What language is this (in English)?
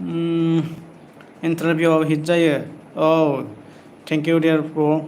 Bodo